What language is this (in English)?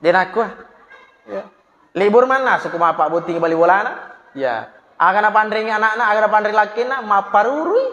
Buginese